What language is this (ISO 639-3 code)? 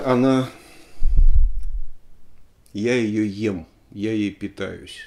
rus